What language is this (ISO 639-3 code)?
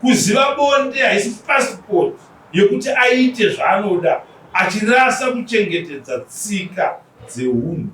sna